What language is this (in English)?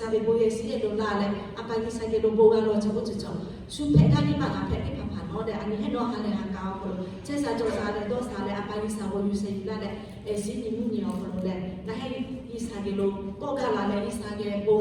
Lahu